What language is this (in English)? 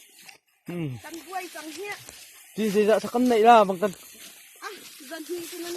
Hakha Chin